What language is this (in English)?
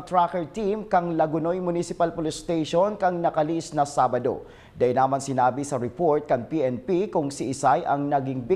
Bikol